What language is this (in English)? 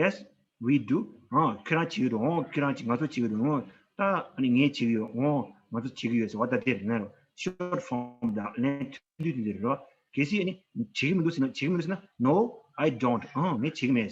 Tibetan